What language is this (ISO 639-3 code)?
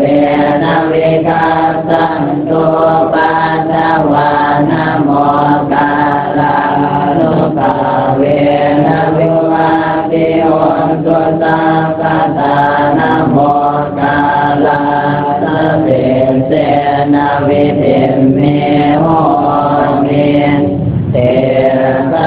pli